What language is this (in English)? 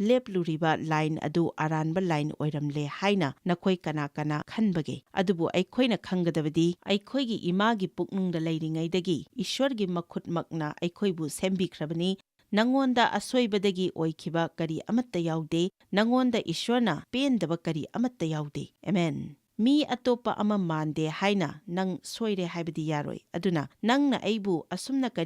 Manipuri